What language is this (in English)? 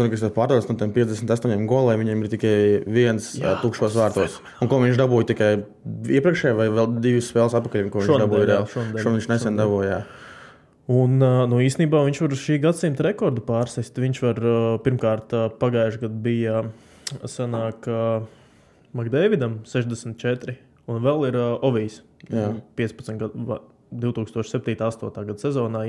Latvian